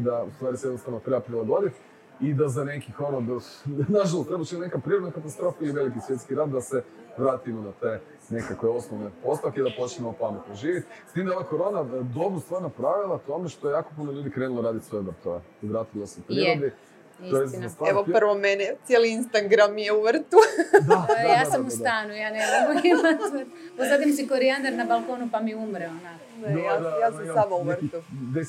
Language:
Croatian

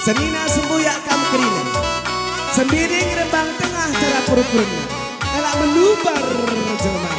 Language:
Batak Karo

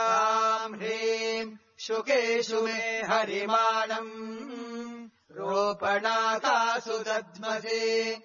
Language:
Sanskrit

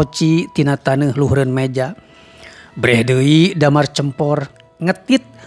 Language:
Sundanese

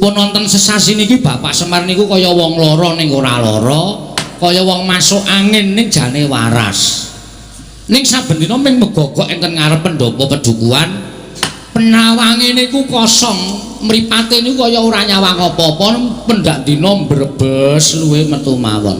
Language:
Javanese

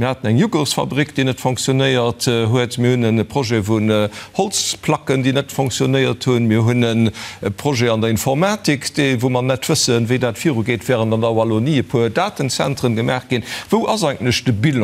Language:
Luxembourgish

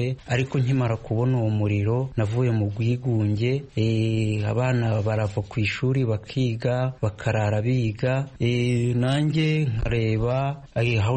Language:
Kinyarwanda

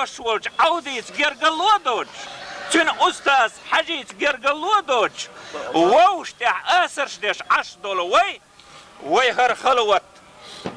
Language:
Chechen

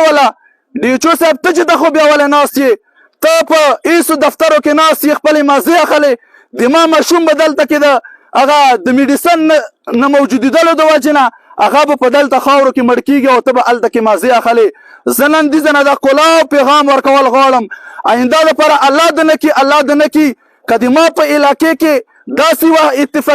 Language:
Pashto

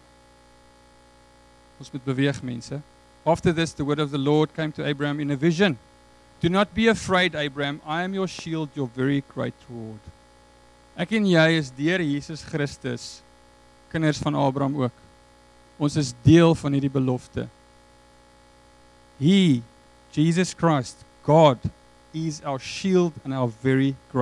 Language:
Afrikaans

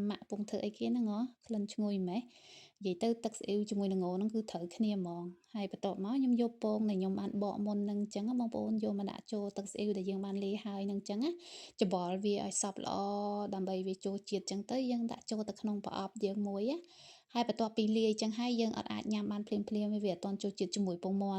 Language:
Khmer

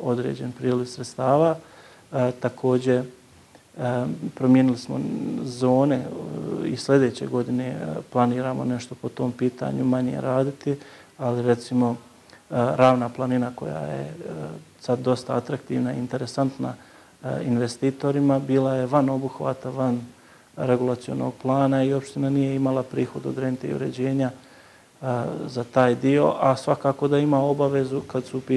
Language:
Bosnian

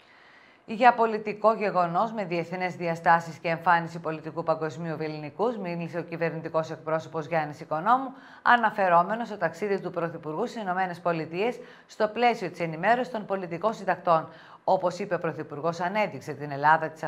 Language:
Greek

